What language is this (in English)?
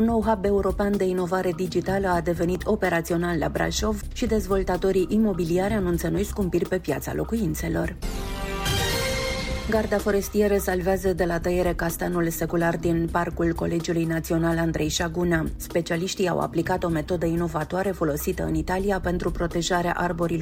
Romanian